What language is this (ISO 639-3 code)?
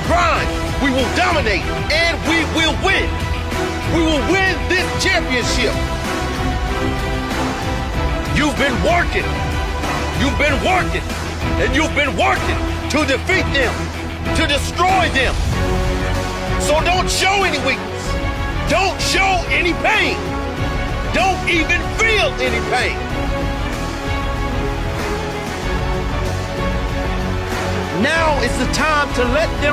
eng